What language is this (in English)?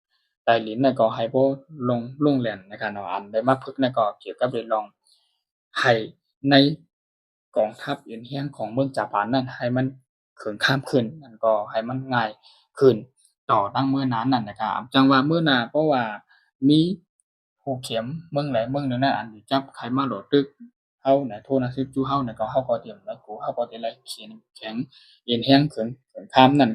Shan